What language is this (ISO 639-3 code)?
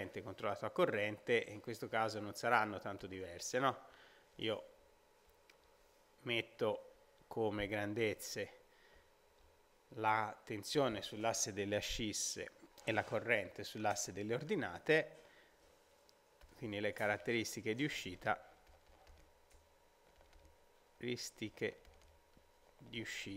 ita